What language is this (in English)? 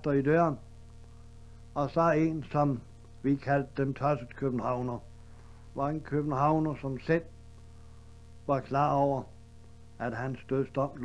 Danish